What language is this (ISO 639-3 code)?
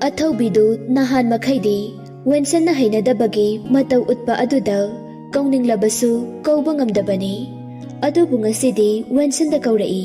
mni